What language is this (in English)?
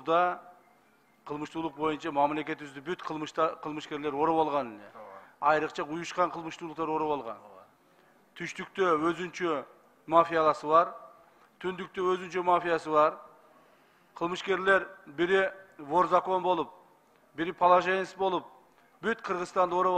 Kyrgyz